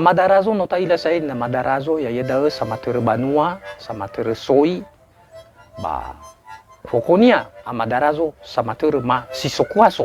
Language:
Nias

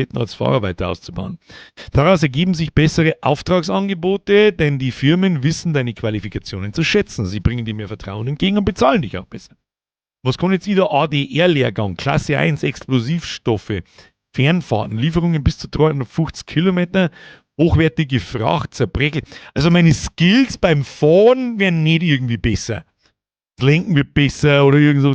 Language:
Bavarian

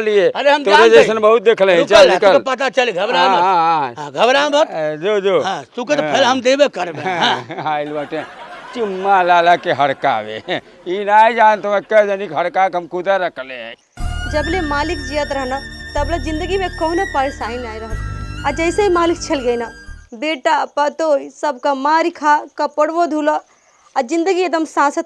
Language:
Bhojpuri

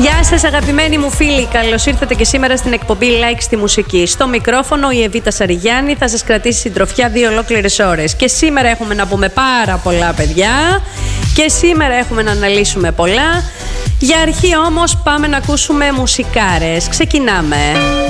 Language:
Greek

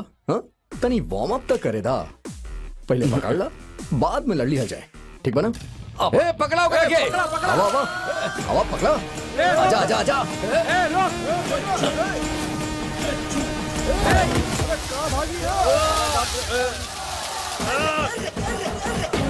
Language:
Bhojpuri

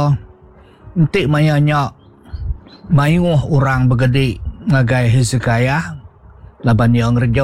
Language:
Iban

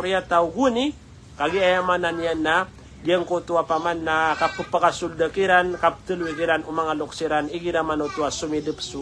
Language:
Maranao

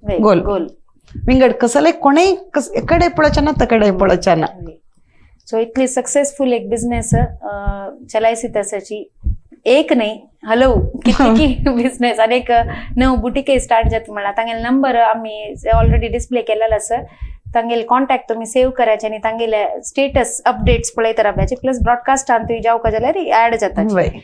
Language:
Konkani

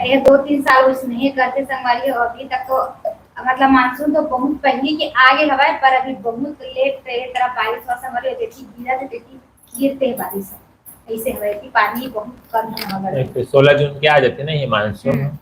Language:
Chhattisgarhi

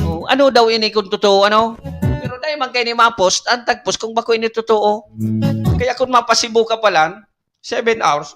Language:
Bikol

